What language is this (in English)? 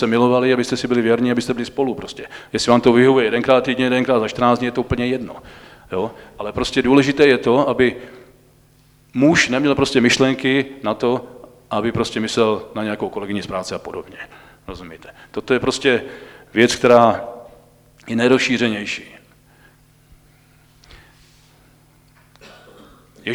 Czech